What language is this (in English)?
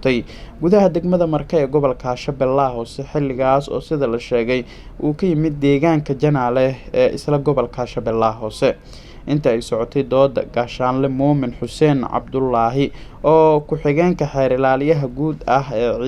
Somali